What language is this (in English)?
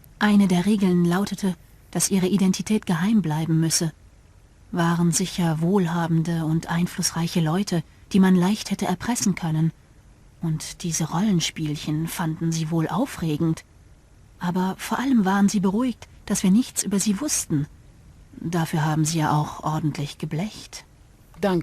Bavarian